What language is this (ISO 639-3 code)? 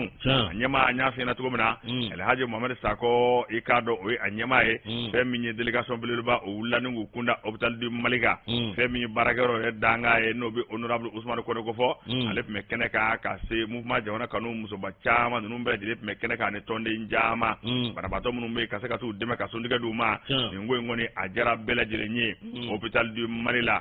bam